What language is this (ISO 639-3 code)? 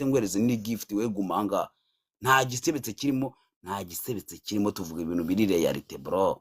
kin